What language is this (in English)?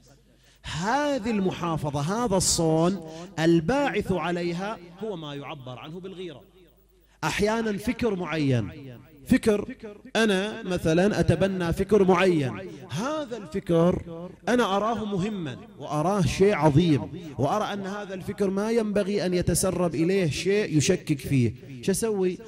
Arabic